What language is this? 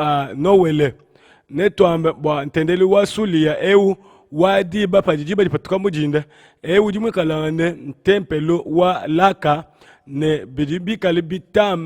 Luba-Lulua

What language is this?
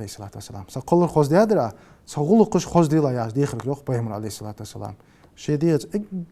Ingush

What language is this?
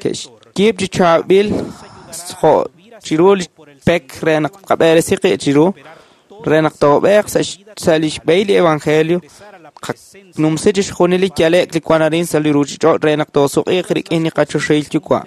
Kekchí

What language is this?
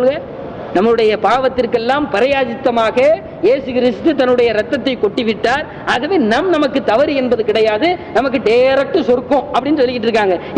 Tamil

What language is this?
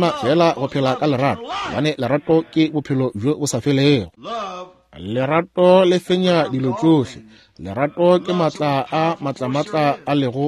Northern Sotho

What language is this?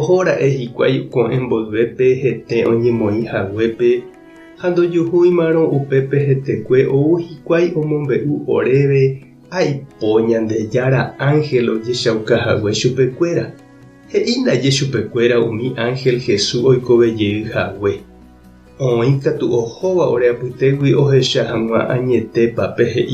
Guarani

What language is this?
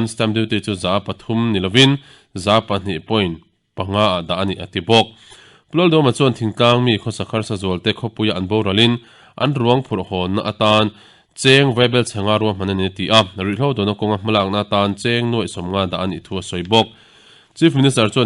Mizo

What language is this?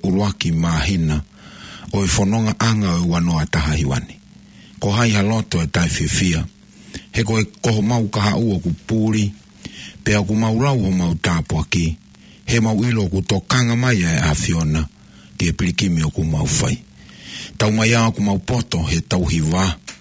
Tongan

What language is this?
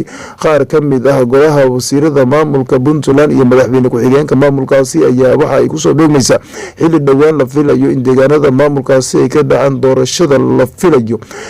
Somali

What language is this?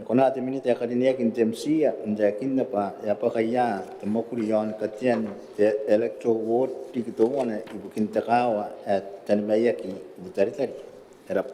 Gilbertese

